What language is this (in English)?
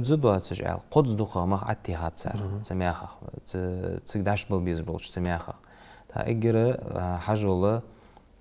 Ingush